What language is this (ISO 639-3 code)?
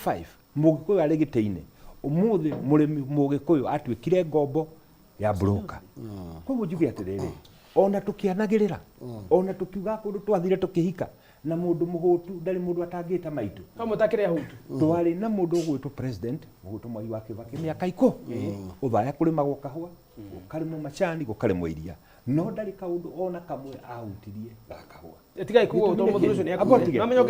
kik